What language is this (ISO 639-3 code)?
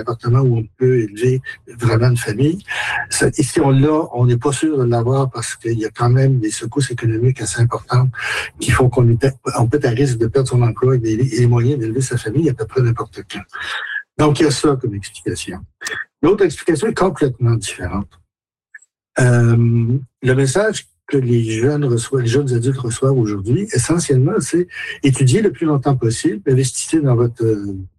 fra